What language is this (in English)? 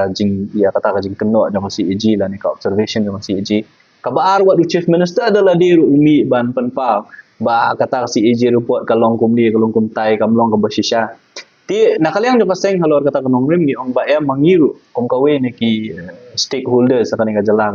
Khasi